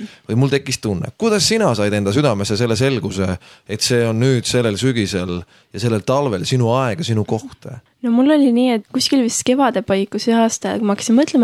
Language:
Estonian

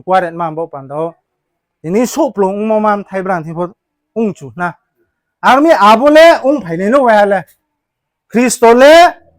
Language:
Riang (India)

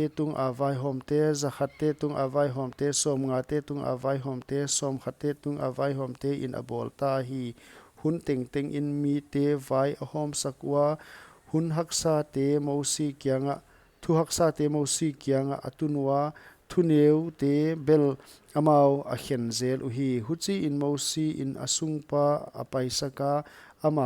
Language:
Paite Chin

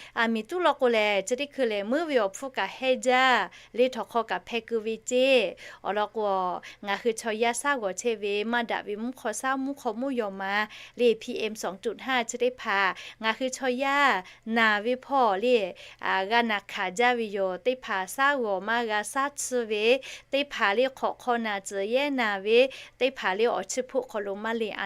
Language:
Lahu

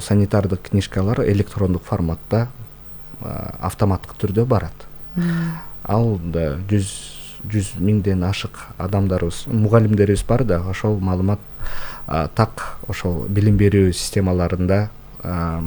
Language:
Kyrgyz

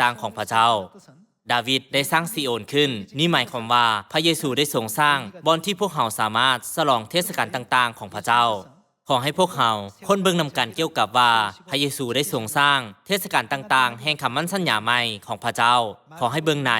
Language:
Lao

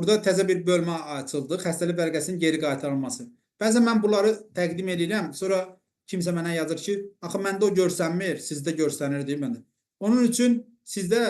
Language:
Azerbaijani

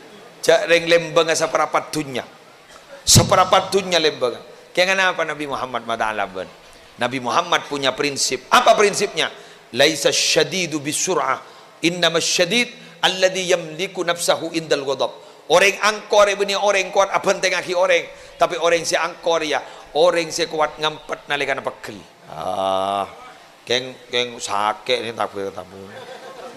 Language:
Madurese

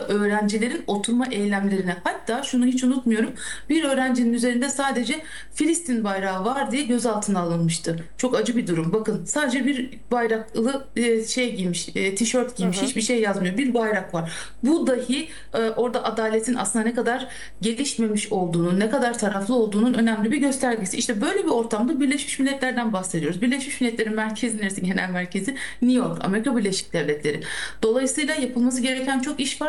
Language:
Turkish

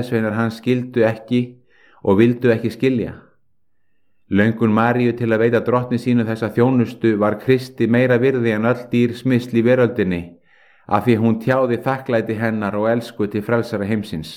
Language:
Icelandic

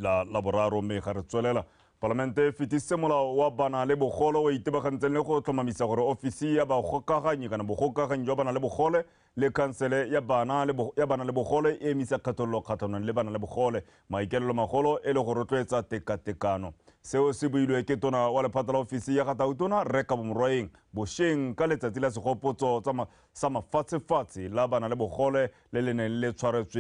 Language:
Tswana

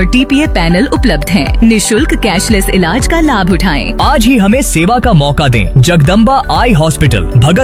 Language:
Hindi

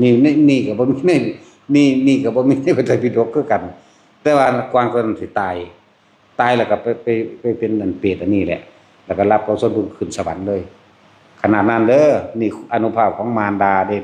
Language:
Northeastern Thai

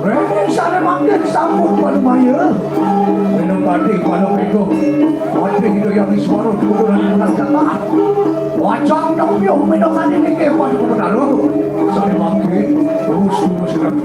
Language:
Balinese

